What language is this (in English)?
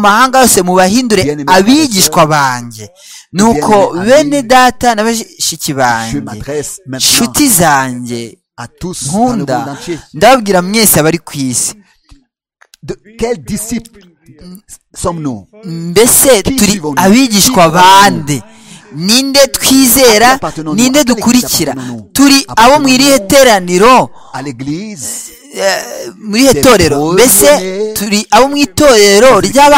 Kinyarwanda